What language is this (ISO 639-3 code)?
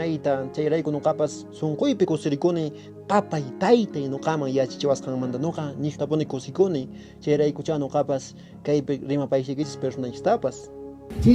que